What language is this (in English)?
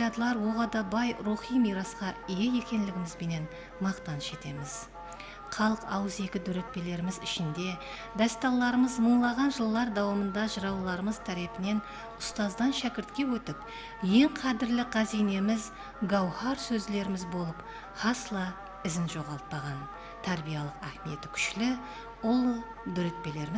Kara-Kalpak